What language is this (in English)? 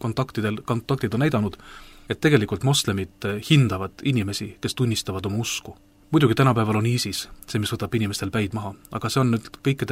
Estonian